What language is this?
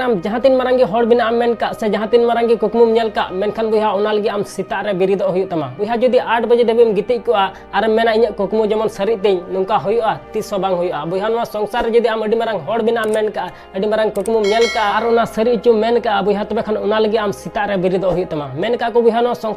Santali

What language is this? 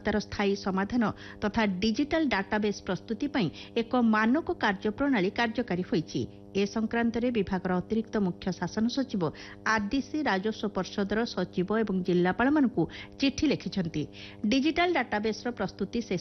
Odia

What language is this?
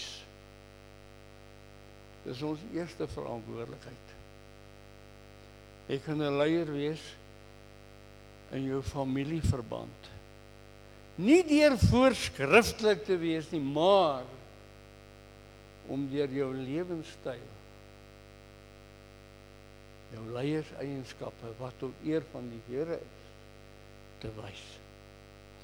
Afrikaans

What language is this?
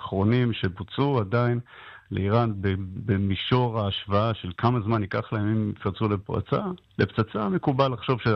Hebrew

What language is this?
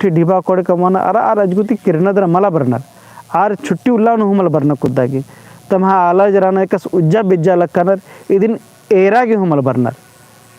Kurukh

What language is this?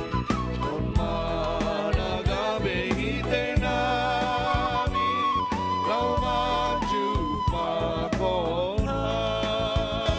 Batak Simalungun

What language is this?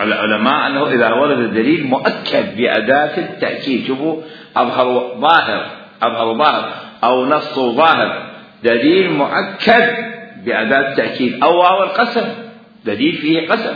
Mesopotamian Arabic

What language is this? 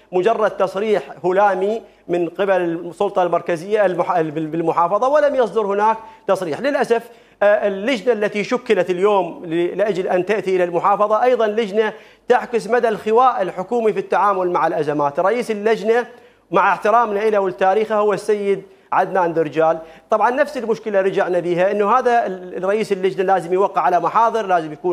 Mesopotamian Arabic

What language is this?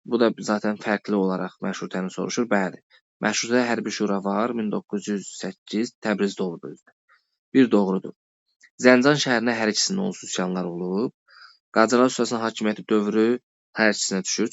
Azerbaijani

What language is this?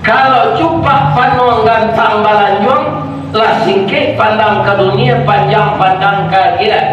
Minangkabau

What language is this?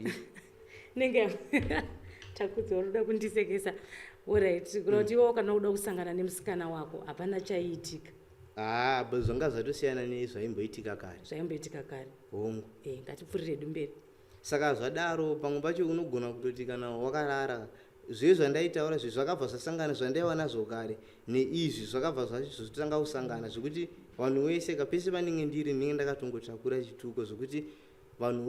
Shona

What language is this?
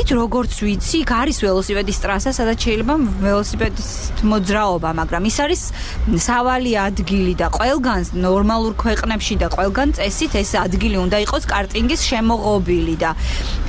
Georgian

